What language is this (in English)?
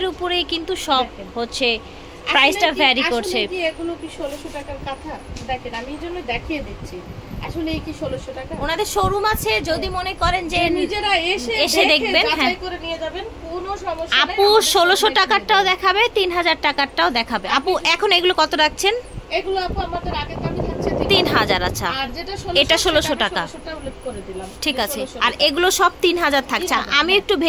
Bangla